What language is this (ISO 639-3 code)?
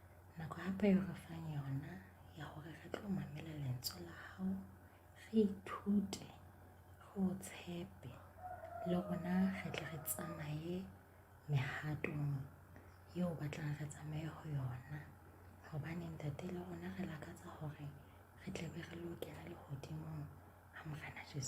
sot